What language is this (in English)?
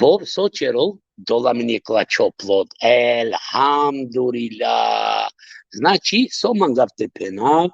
Balkan Romani